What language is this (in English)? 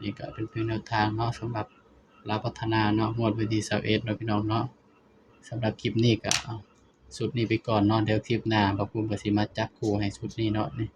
Northeastern Thai